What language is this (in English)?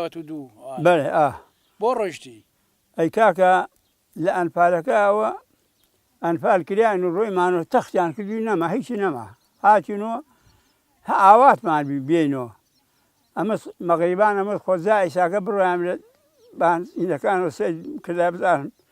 Central Kurdish